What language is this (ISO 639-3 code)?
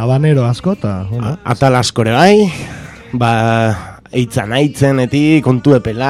eus